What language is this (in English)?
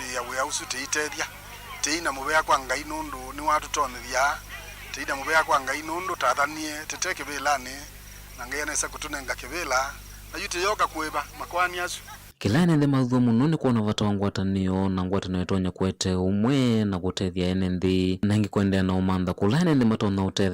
Kamba